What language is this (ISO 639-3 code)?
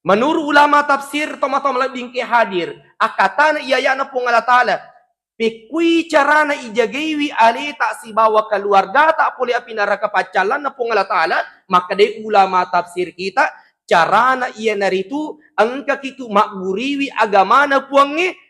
bug